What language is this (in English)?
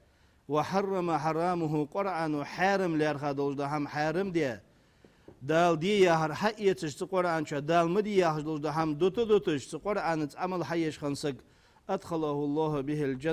Ingush